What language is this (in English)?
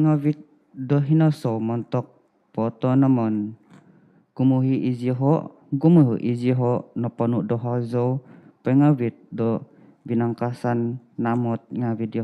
Central Dusun